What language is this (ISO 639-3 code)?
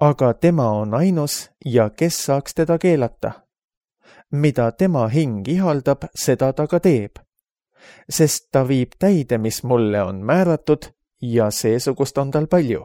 est